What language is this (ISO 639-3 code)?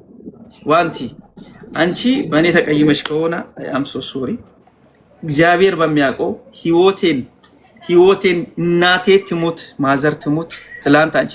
amh